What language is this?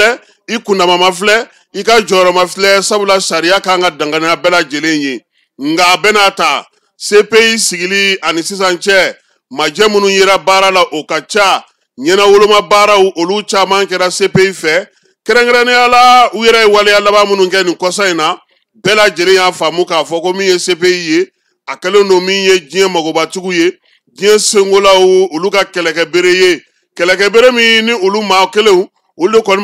Bambara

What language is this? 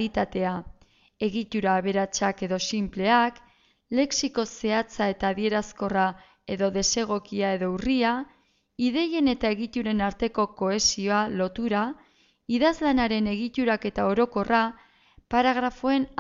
Basque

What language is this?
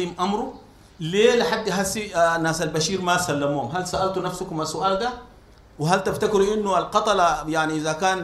Sudanese Arabic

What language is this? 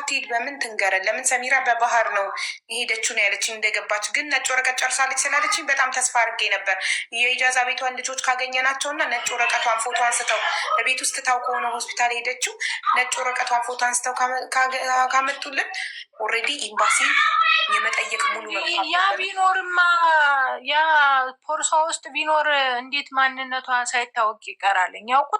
Amharic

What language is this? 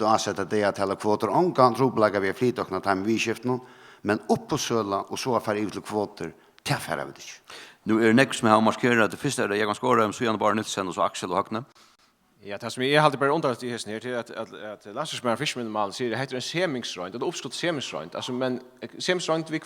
Faroese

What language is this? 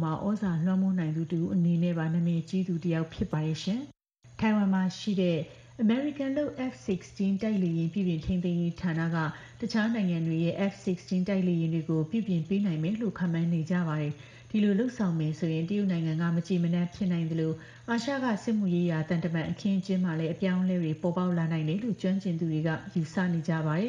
Burmese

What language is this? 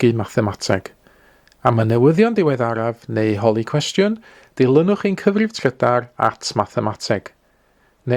Welsh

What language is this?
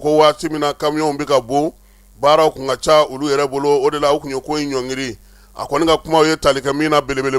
Bambara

